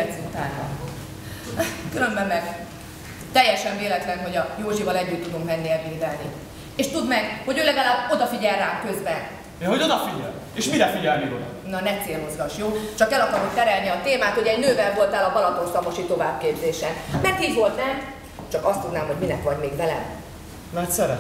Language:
Hungarian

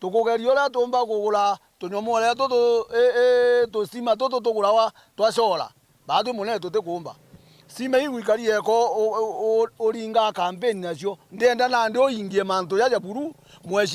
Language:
Meru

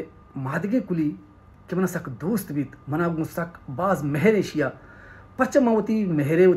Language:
Baluchi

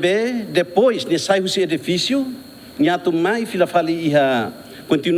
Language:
Tetum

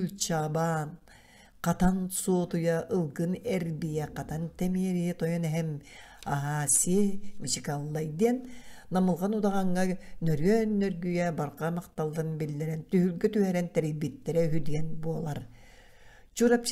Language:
Yakut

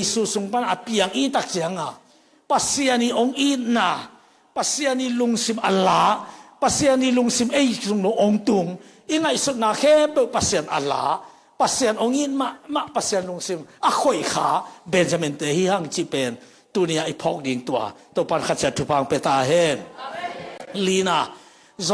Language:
Tedim Chin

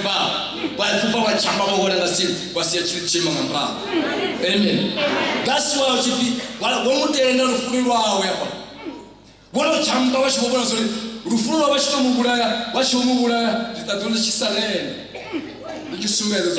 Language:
Venda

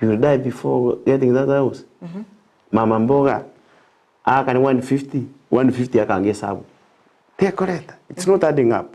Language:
Gusii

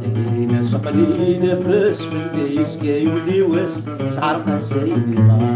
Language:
Kabyle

